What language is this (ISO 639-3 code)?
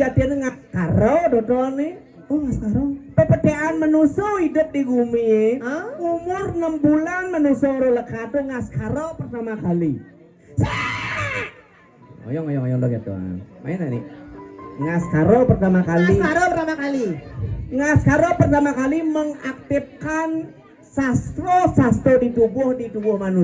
ban